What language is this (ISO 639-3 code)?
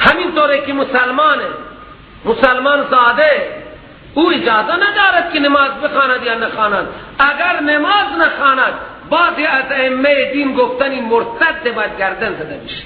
fas